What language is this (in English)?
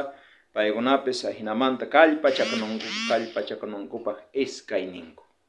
South Bolivian Quechua